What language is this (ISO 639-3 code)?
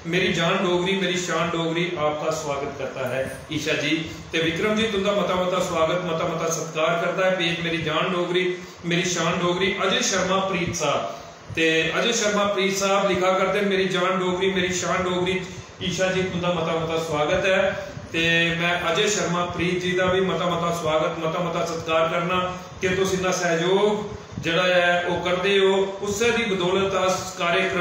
doi